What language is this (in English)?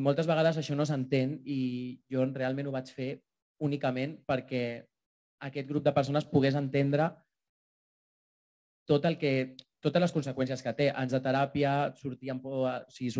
Catalan